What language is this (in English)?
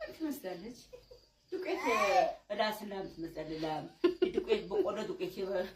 Amharic